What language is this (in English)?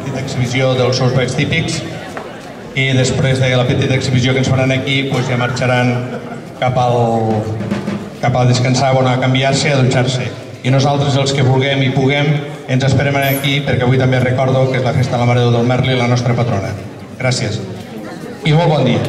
Catalan